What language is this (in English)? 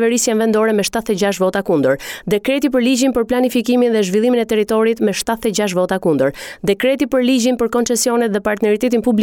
Albanian